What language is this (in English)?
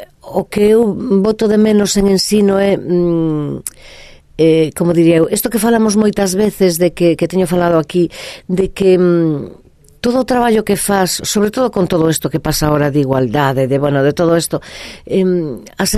Galician